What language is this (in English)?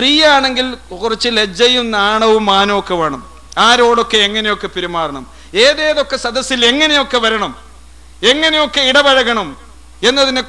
Malayalam